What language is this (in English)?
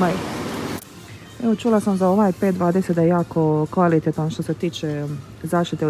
Croatian